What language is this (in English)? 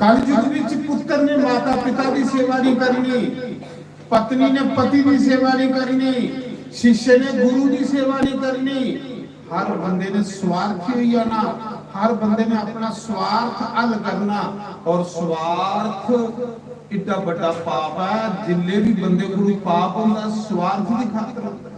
Dogri